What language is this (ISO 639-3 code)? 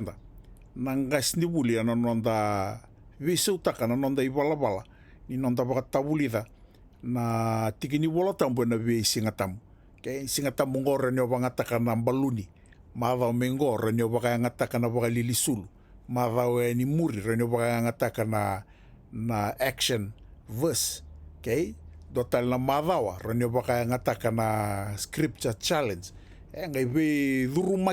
fij